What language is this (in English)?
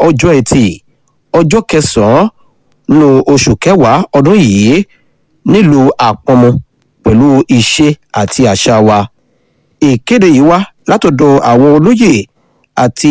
Yoruba